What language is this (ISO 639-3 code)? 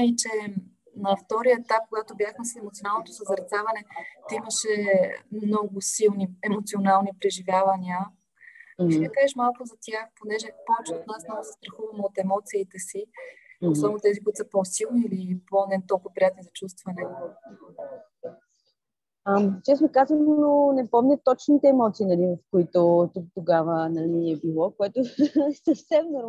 bul